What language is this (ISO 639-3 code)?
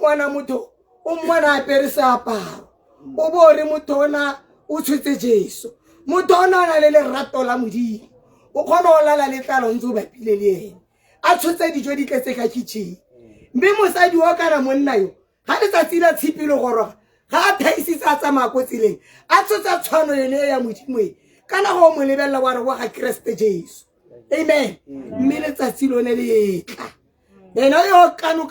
tsn